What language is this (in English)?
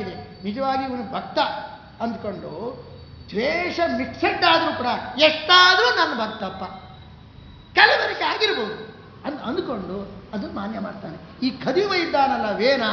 Kannada